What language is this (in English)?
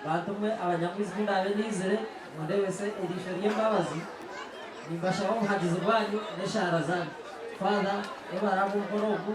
Nyankole